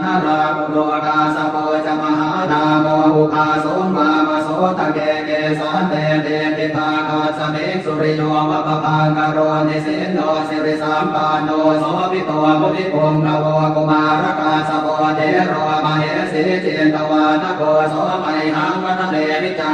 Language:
Pali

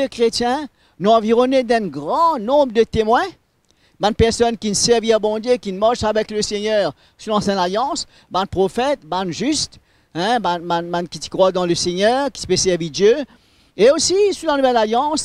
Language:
Morisyen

